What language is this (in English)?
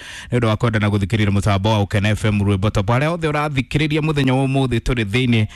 Kikuyu